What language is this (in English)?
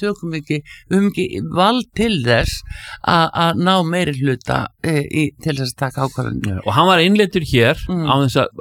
Icelandic